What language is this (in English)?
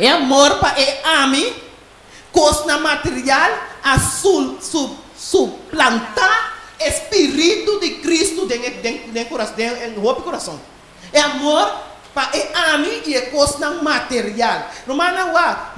Papiamento